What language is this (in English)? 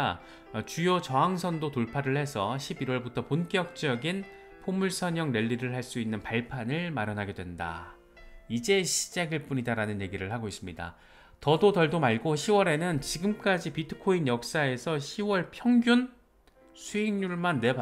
Korean